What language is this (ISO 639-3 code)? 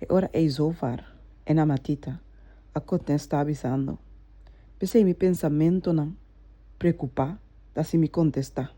pap